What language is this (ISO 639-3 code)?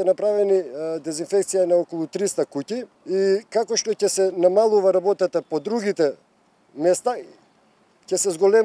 mkd